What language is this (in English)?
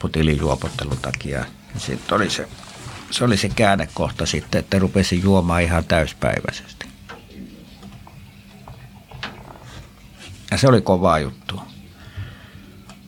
Finnish